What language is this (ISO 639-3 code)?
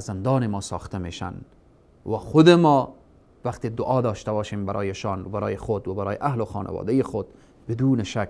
fas